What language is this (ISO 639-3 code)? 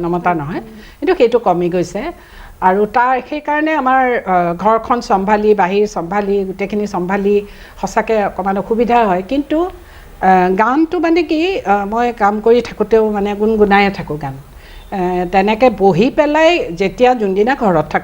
asm